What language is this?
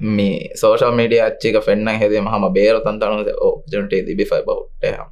Divehi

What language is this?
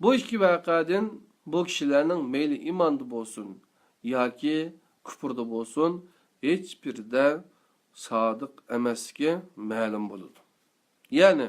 Uyghur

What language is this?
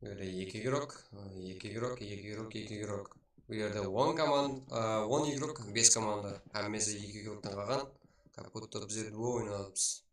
Kara-Kalpak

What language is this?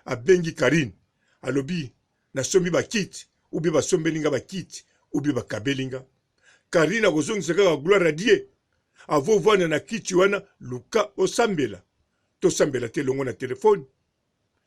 Lingala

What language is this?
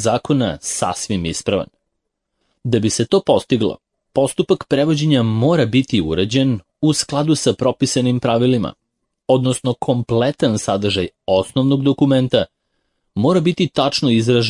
Serbian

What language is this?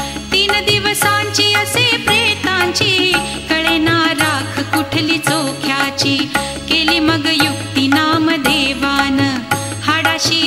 Marathi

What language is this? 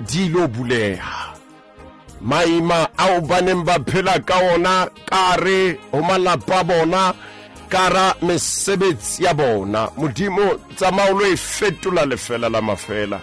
Southern Sotho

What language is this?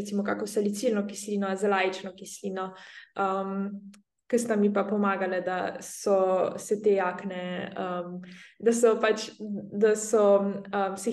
Slovenian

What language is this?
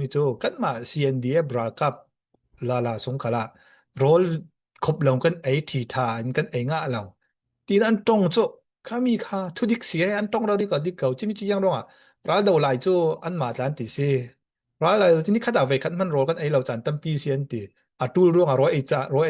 Falam Chin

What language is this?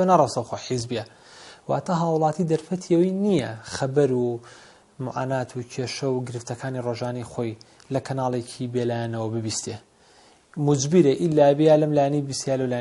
Central Kurdish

